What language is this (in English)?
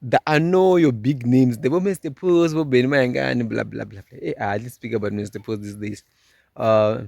Tsonga